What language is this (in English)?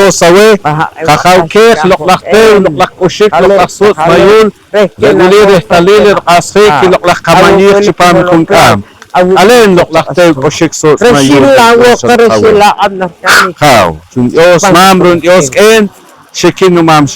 Poqomchi'